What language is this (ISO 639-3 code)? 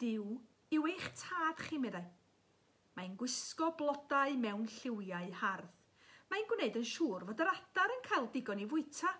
cym